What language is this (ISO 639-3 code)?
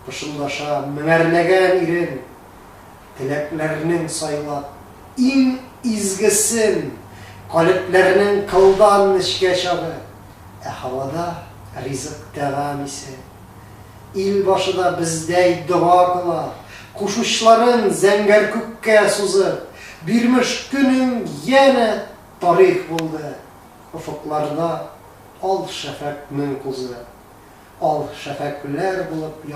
tat